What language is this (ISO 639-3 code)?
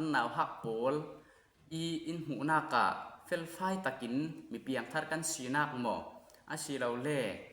cfm